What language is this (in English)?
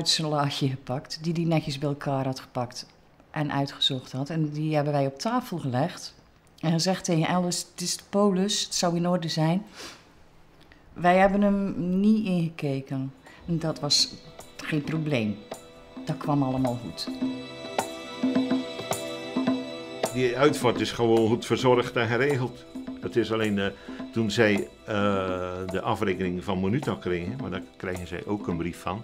Dutch